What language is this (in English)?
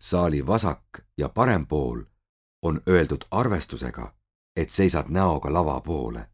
Estonian